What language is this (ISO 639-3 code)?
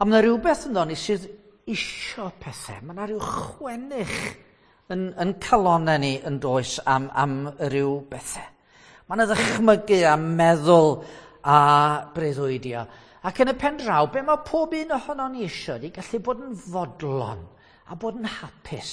cym